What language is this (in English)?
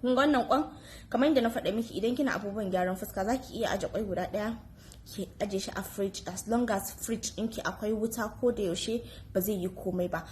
Hausa